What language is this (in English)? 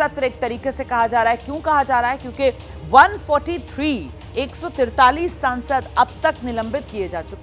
Hindi